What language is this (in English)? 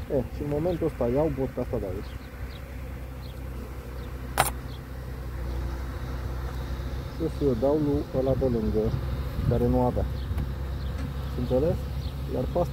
Romanian